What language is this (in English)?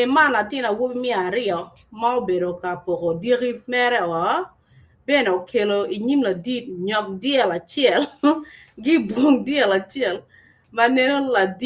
Acoli